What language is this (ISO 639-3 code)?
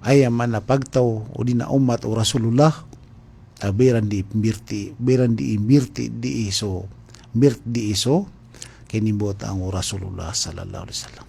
mrw